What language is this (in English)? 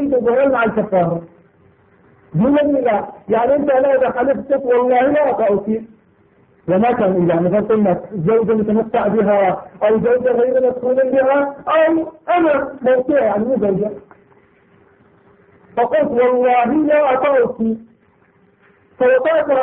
Arabic